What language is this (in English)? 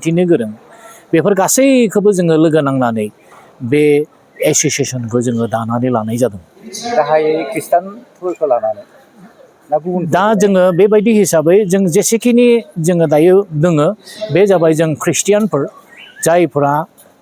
Bodo